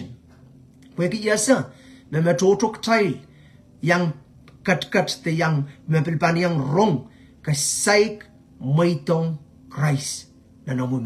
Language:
Pohnpeian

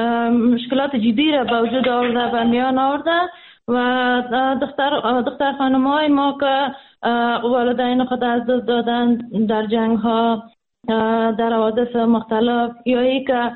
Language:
Persian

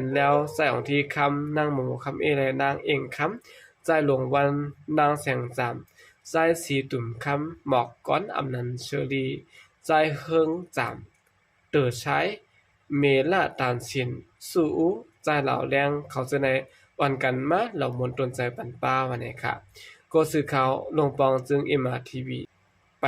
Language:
Shan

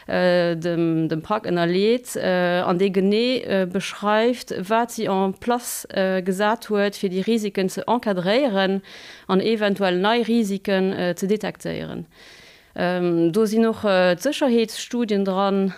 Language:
Luxembourgish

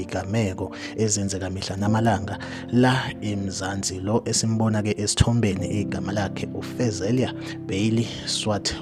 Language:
Zulu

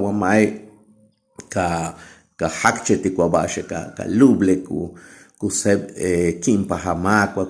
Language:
Yucateco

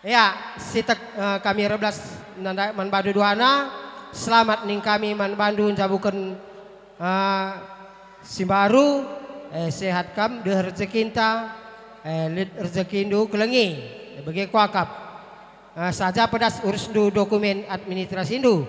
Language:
Batak Karo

